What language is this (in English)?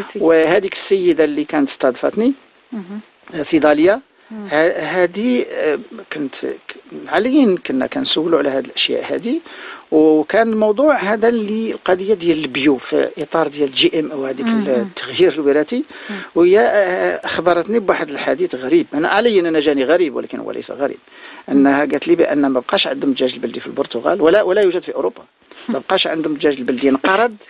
Moroccan Arabic